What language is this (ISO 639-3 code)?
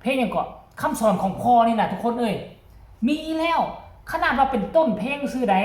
tts